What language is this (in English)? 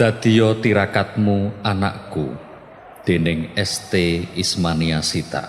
Javanese